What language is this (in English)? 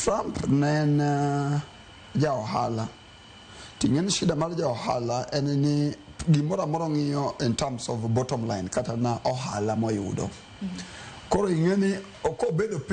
Luo (Kenya and Tanzania)